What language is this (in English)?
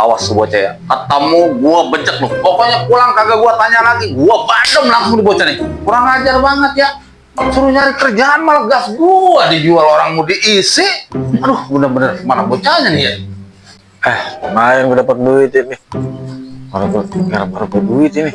Betawi